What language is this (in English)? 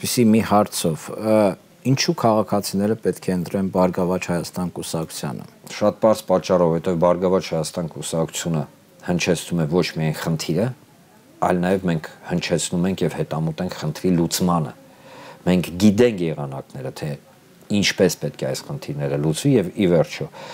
Armenian